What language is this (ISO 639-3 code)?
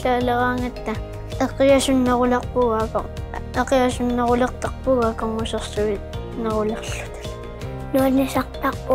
kal